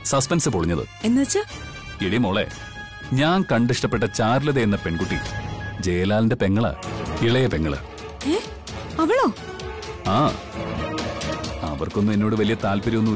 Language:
Malayalam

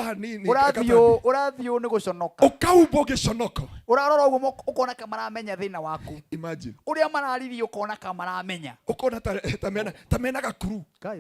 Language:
Kikuyu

